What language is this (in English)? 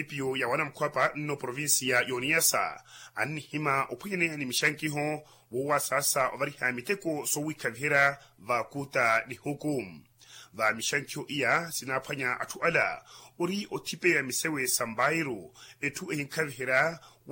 Makhuwa